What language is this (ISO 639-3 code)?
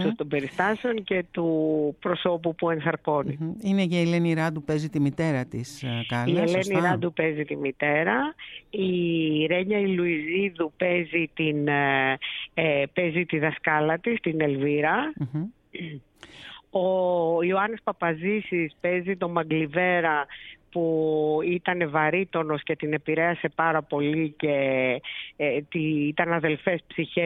ell